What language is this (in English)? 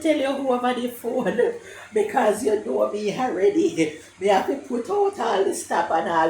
Jamaican Creole English